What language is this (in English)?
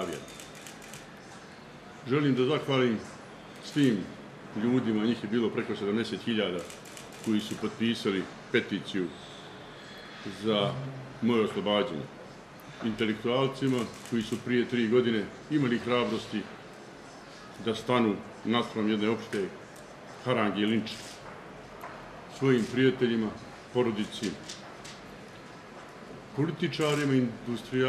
Bosnian